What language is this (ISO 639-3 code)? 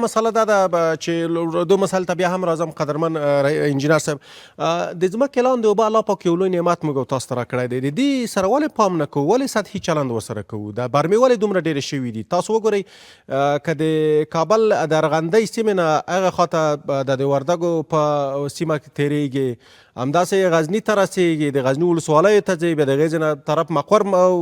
pus